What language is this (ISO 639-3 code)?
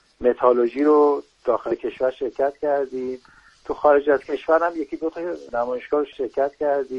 fas